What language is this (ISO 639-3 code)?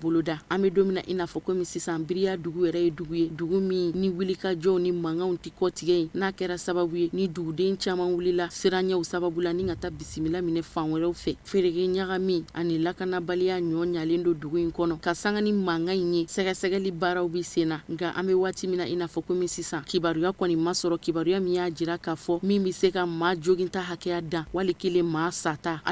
bam